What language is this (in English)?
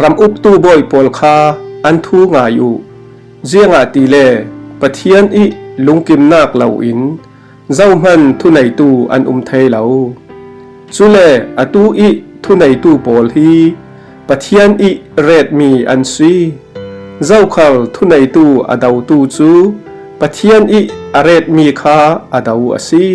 Falam Chin